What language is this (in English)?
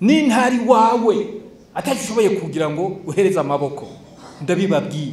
Rundi